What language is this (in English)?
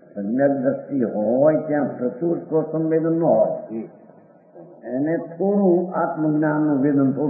Gujarati